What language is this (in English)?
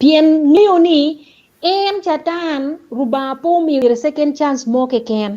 Acoli